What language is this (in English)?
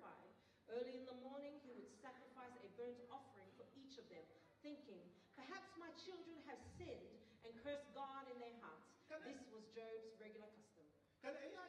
Tongan